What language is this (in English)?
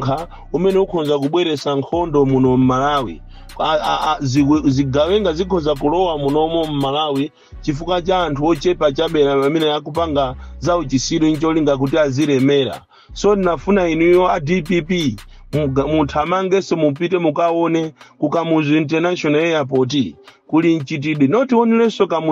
Nyanja